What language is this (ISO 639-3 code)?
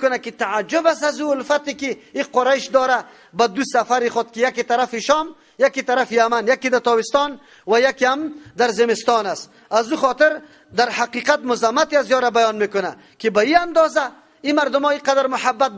fas